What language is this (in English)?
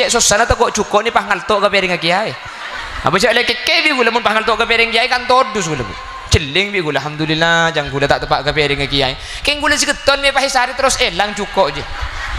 Madurese